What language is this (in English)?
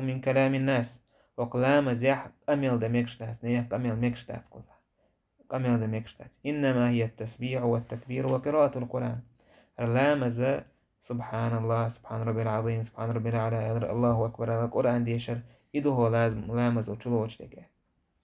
Chechen